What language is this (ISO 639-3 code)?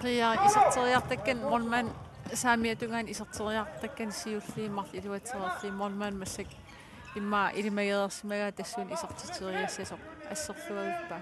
kal